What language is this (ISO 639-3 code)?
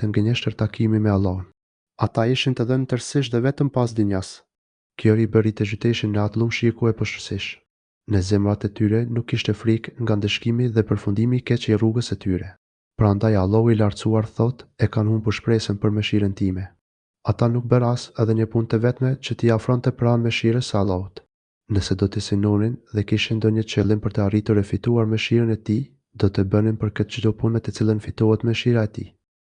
sqi